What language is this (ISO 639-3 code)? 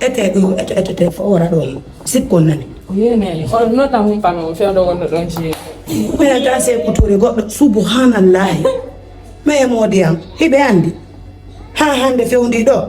ful